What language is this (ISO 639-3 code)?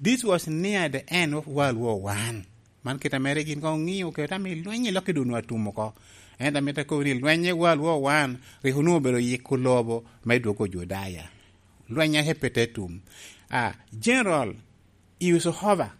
laj